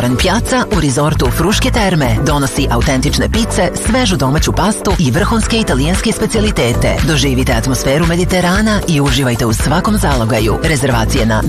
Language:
Serbian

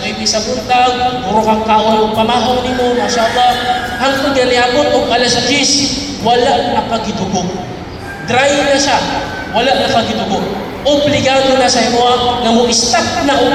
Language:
Cebuano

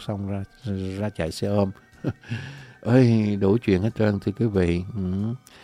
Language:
Vietnamese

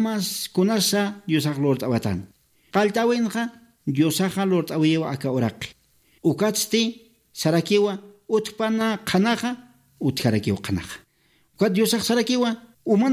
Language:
Aymara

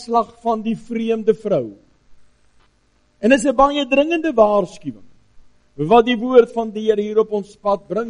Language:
Afrikaans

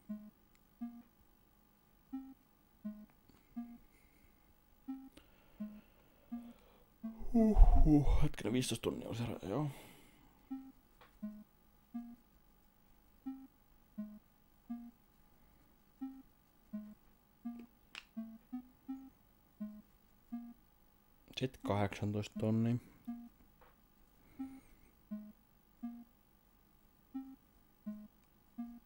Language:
Finnish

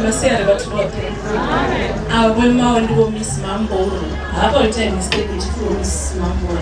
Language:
Venda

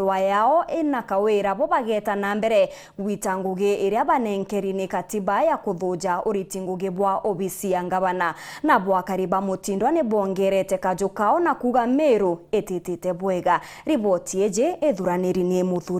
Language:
Meru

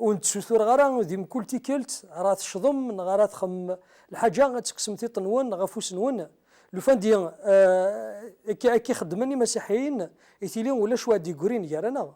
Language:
Kabyle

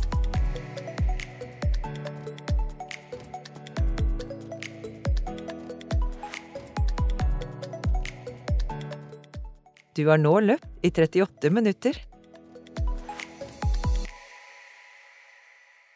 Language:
Norwegian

